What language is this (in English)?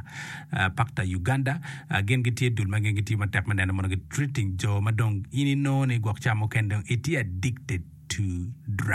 Acoli